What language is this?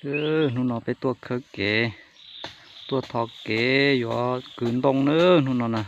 Hmong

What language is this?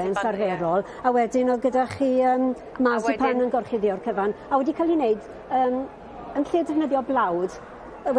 Welsh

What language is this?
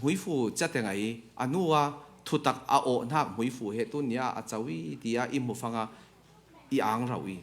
Falam Chin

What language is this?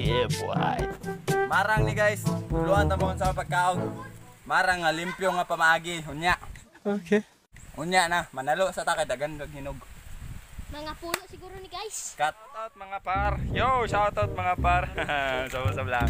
Cebuano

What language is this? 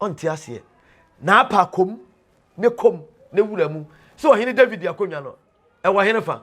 Akan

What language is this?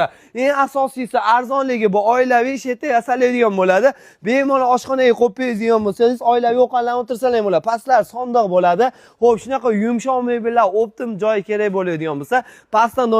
Uzbek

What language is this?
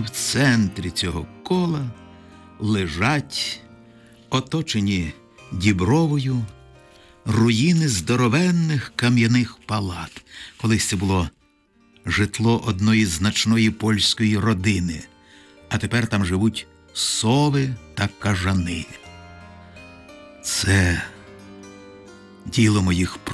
Ukrainian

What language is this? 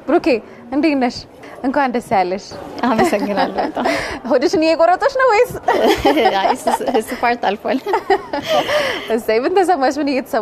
Amharic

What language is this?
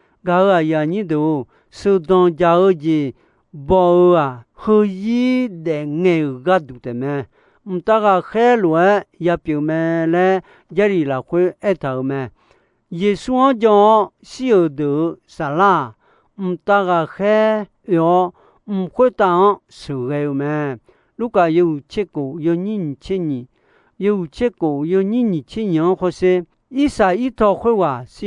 Akha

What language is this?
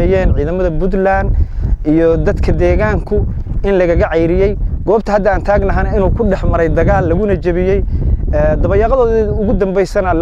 Somali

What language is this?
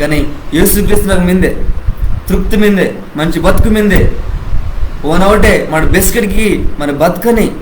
Koya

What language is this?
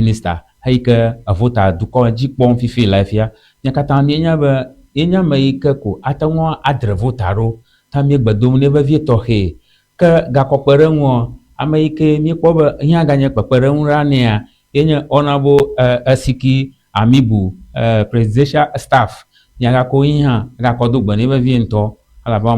Ewe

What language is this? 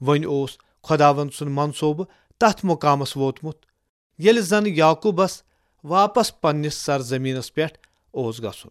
Kashmiri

